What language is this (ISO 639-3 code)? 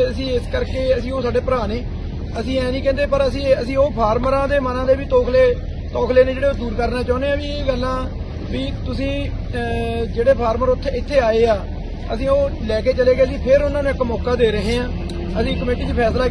pan